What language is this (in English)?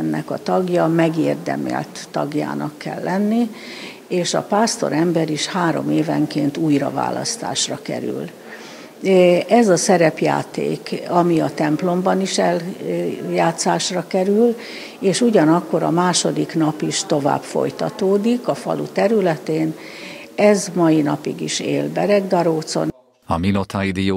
Hungarian